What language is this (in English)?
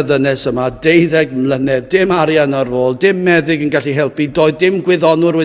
Welsh